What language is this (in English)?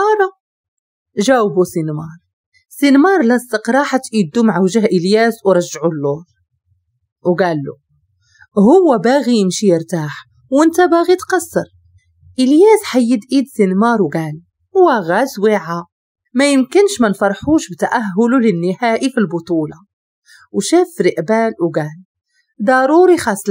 Moroccan Arabic